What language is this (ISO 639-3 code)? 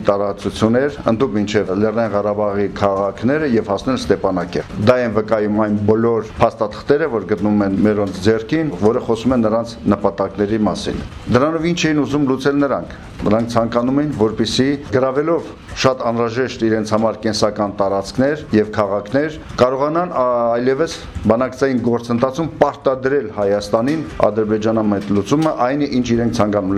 hye